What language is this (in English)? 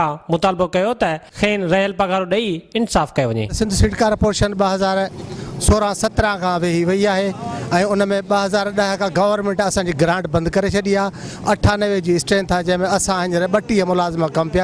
Sindhi